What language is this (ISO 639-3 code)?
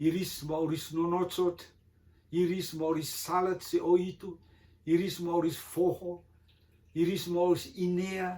rtm